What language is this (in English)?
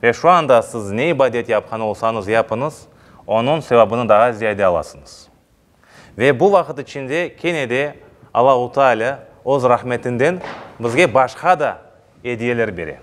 Crimean Tatar